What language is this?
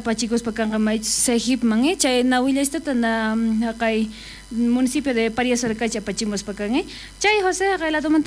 South Bolivian Quechua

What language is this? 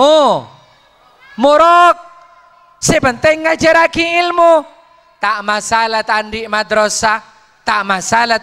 Madurese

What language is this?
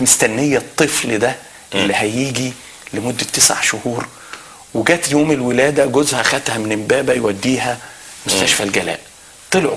Egyptian Arabic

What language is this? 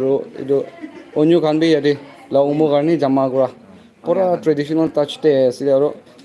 Naga Pidgin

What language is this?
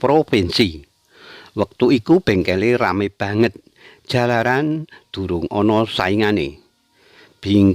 Javanese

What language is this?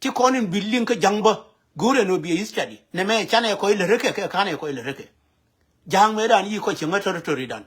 Nuer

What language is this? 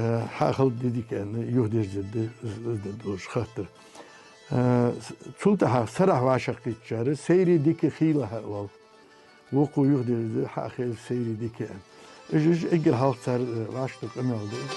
Ingush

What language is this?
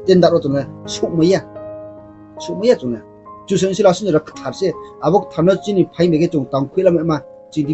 Riang (India)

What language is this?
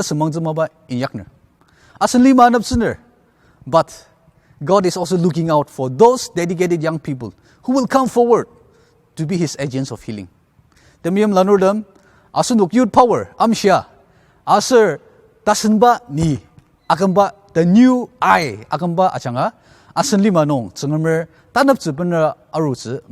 Ao Naga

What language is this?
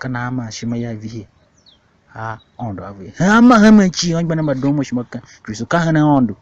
Tiv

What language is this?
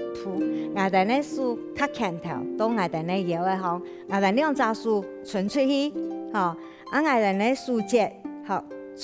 Hakka Chinese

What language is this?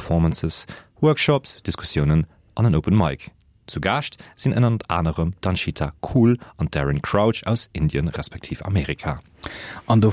Luxembourgish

